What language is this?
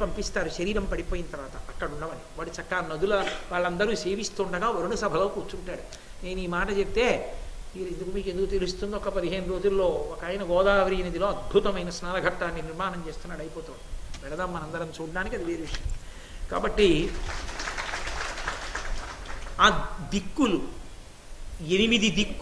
Telugu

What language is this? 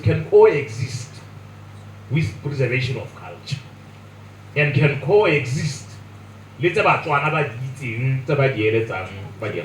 Tswana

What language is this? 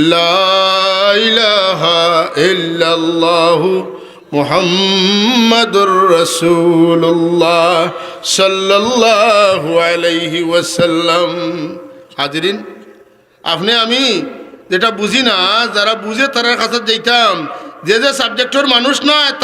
Sylheti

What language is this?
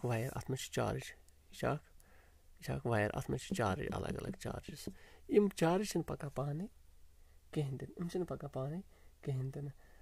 Kashmiri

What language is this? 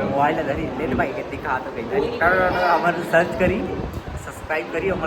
Chhattisgarhi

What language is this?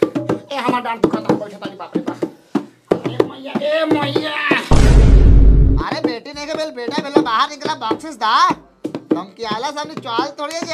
Bhojpuri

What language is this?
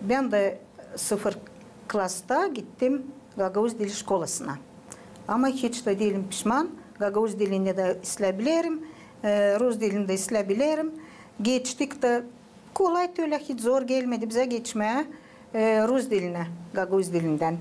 Gagauz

